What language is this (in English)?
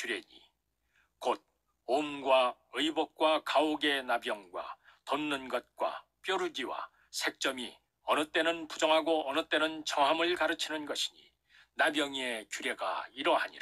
Korean